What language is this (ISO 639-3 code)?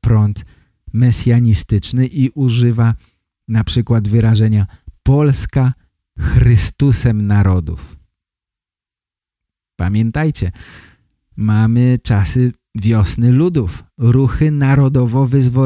pol